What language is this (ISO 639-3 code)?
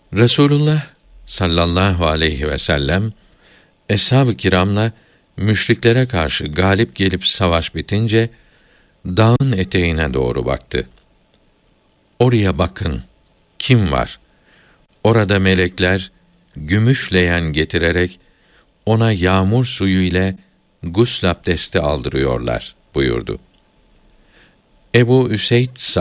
tur